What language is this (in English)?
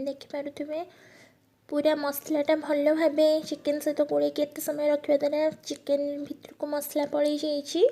Odia